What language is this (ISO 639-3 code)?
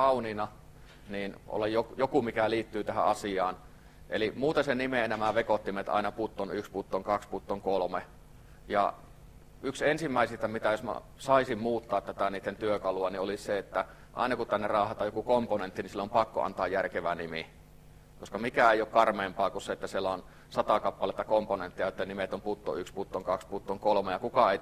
fin